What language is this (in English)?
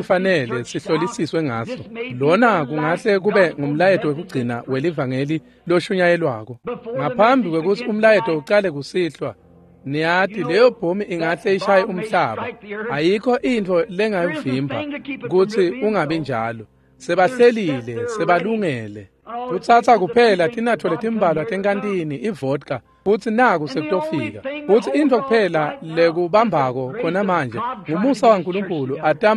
Swati